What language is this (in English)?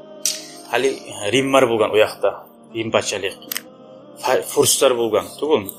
Kumyk